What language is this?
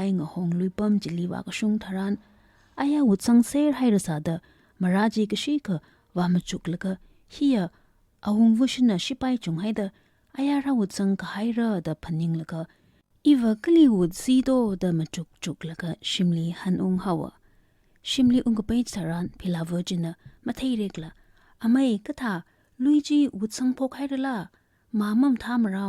Tangkhul Naga (India)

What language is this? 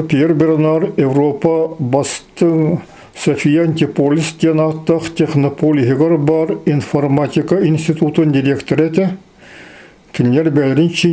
Yakut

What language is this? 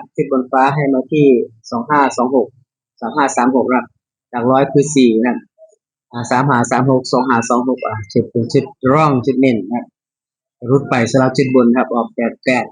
Northeastern Thai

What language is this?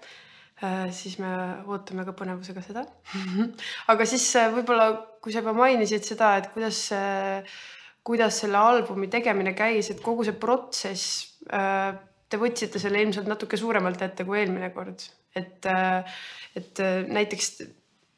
Estonian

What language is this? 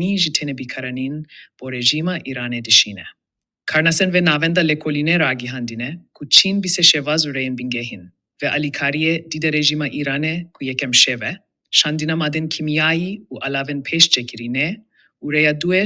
Kurdish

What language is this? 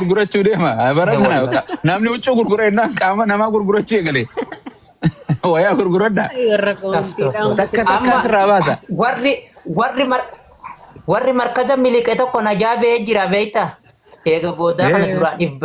Oromo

